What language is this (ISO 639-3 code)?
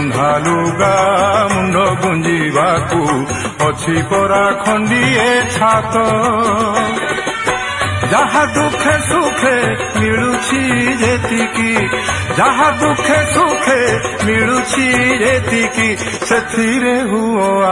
ori